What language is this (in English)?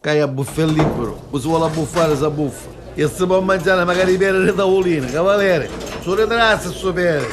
Neapolitan